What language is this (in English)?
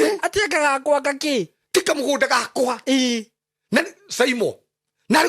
Kikuyu